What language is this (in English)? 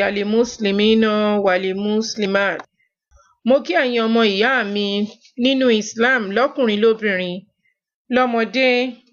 Yoruba